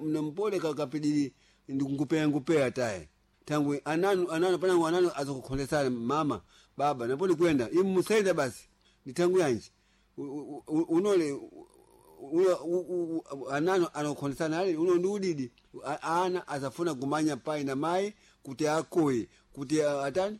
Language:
Sena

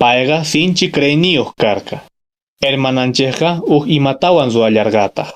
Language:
Quechua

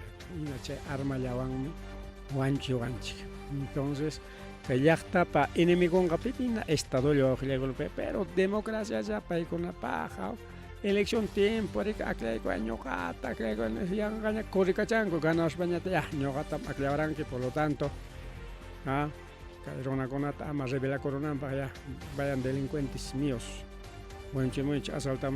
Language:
Ayacucho Quechua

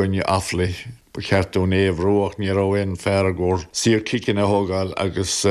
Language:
Irish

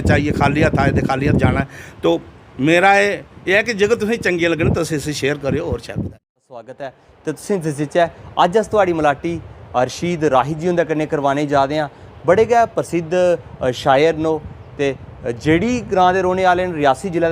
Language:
Dogri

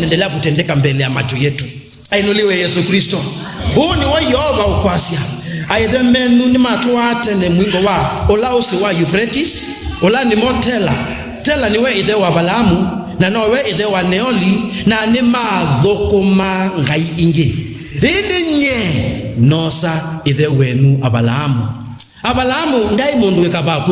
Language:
Kamba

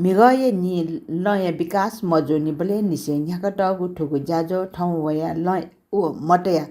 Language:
Newari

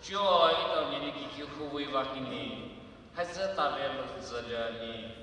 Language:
Poumei Naga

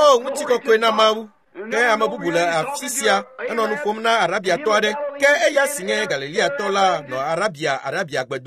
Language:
Ewe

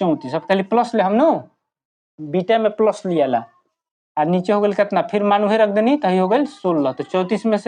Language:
Bhojpuri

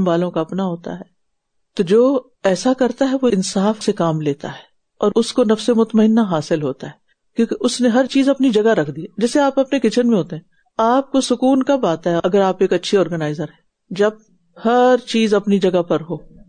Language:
Urdu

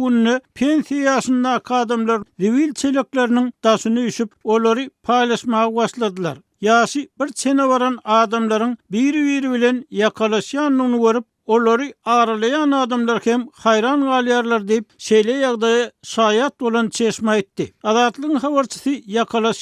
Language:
Turkmen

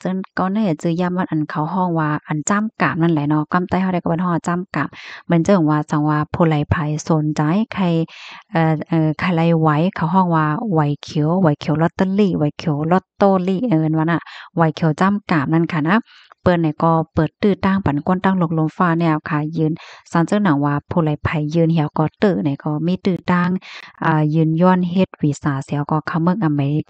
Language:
Shan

